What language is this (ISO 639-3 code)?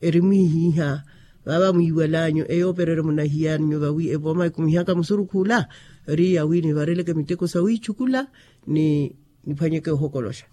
vmw